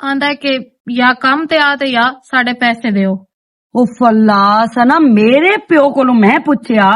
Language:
Western Panjabi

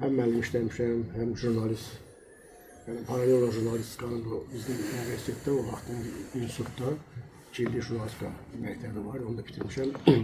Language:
Azerbaijani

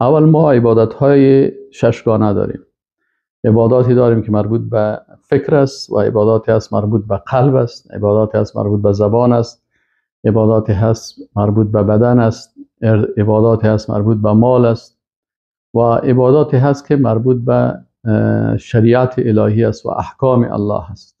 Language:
Persian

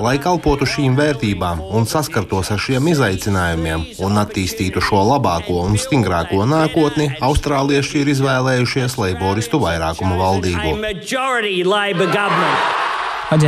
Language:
Latvian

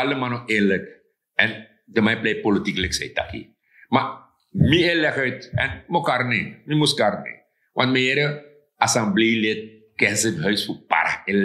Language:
Sranan Tongo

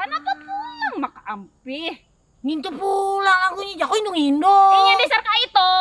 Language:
Banjar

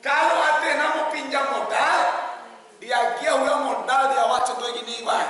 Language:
Minangkabau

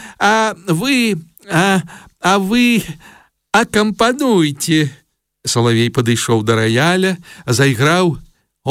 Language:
Belarusian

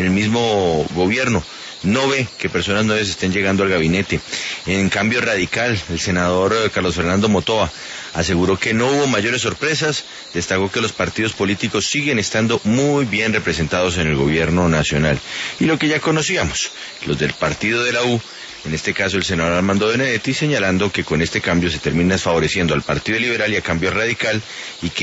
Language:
Spanish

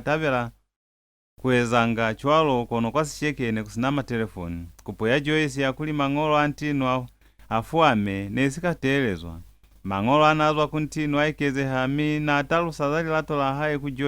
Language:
Lozi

